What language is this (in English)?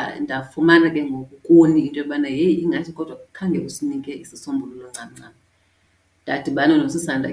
Xhosa